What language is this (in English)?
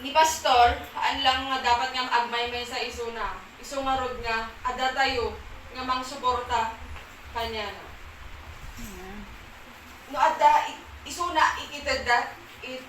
Iloko